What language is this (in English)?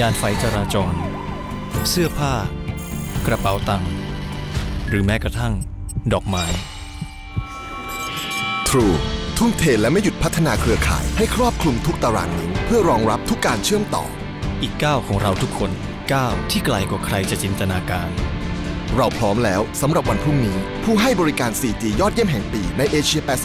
Thai